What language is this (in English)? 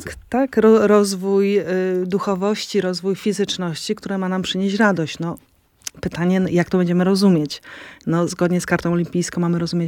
Polish